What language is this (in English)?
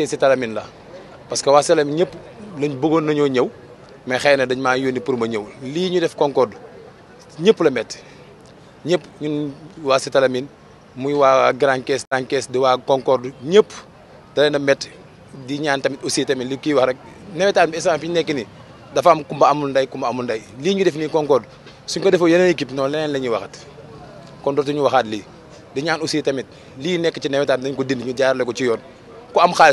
Wolof